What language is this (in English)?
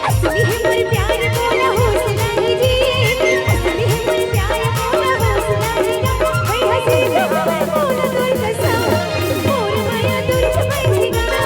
Chhattisgarhi